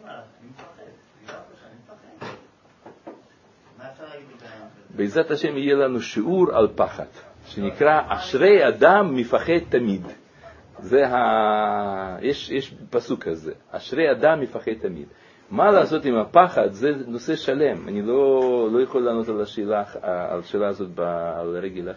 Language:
Hebrew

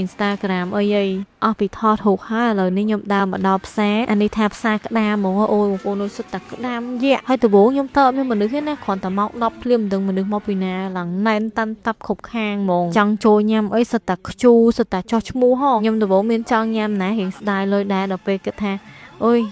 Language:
Khmer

